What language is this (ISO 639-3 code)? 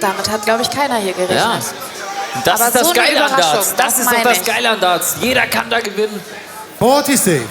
gsw